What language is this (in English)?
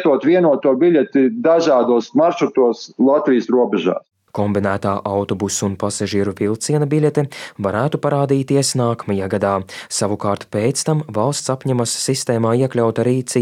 Latvian